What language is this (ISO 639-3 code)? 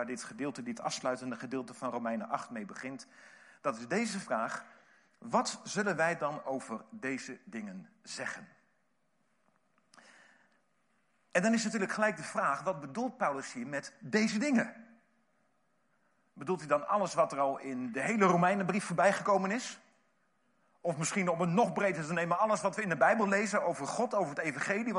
nld